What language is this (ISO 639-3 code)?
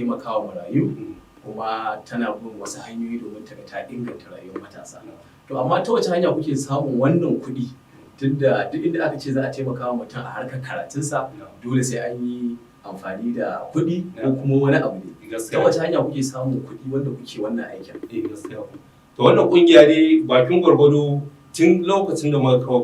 hau